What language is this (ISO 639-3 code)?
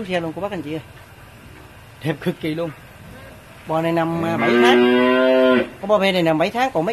vie